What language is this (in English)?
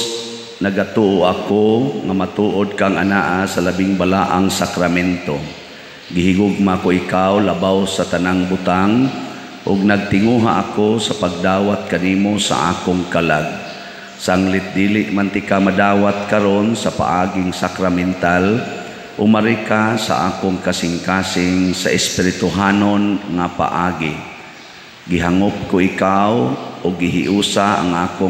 Cebuano